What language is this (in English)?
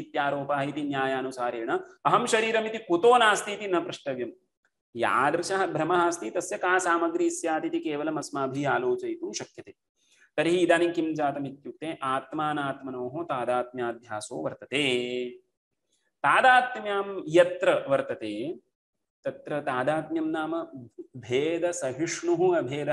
Sanskrit